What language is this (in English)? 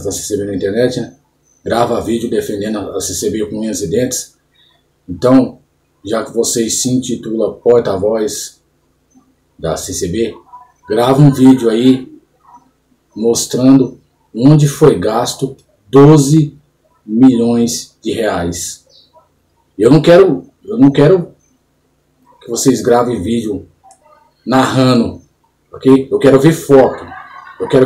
Portuguese